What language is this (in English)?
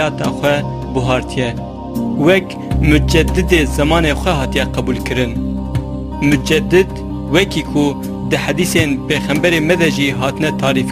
Kurdish